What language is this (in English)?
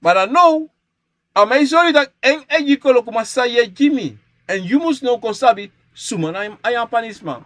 Sranan Tongo